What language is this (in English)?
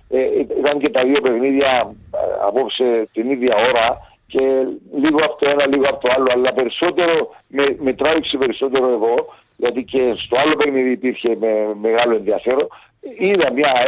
Greek